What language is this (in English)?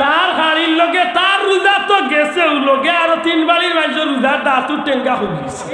Sylheti